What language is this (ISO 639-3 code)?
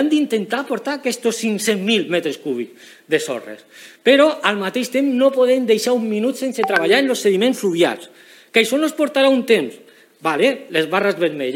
cat